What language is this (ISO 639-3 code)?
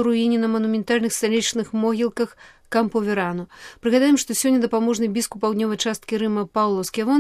bel